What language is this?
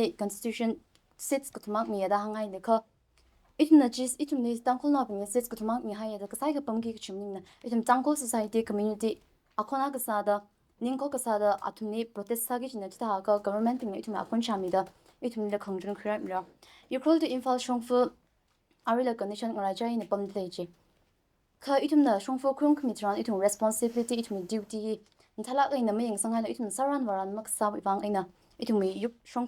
Tangkhul Naga (India)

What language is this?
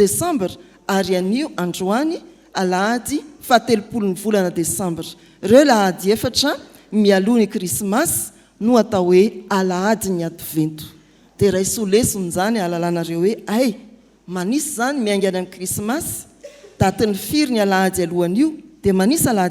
Malagasy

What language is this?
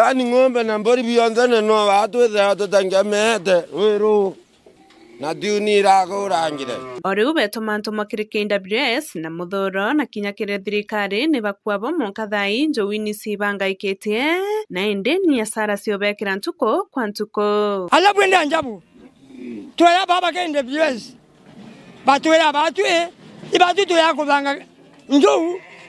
Meru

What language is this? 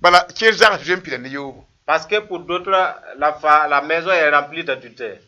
Mossi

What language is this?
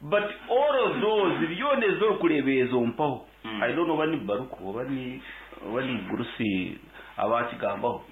Nyankole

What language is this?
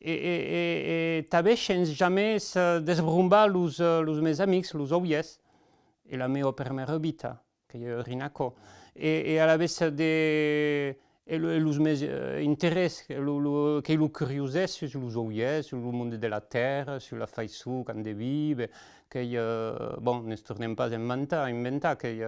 Occitan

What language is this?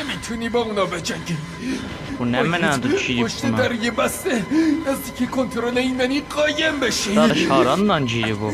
South Azerbaijani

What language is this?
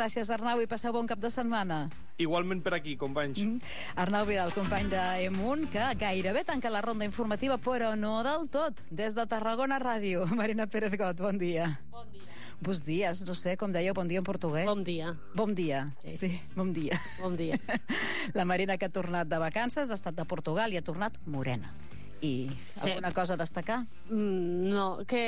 Catalan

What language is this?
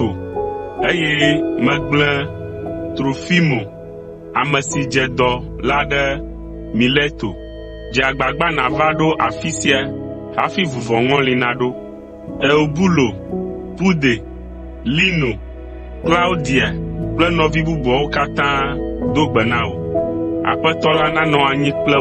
Ewe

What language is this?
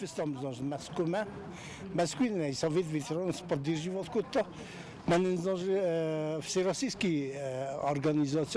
Ossetic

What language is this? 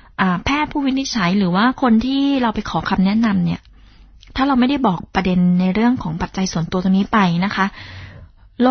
Thai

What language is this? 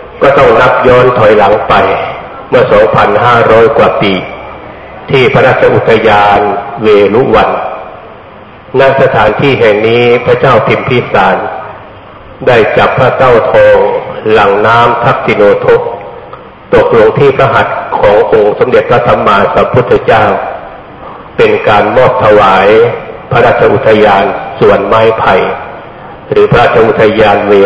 Thai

